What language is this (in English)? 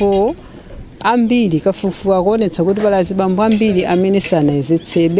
Nyanja